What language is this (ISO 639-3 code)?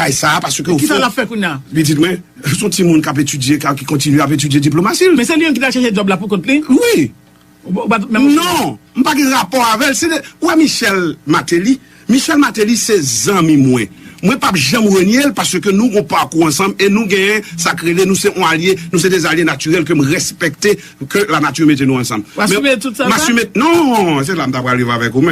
hat